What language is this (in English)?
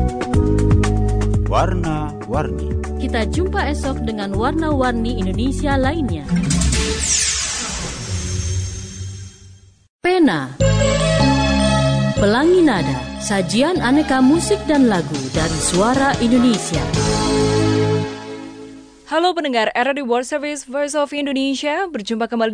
Indonesian